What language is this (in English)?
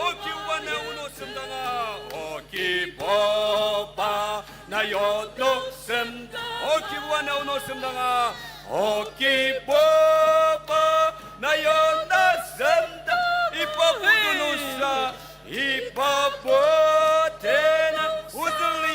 Ao Naga